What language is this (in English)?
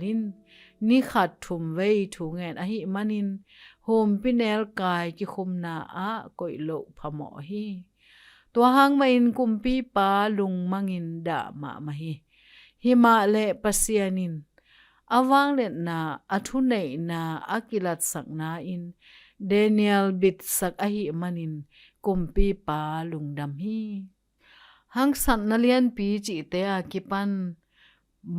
Tedim Chin